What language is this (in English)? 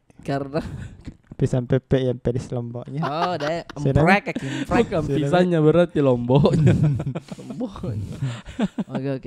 Makassar Malay